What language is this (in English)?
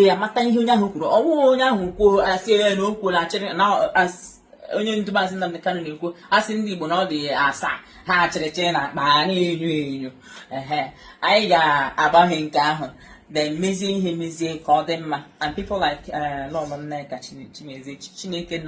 Igbo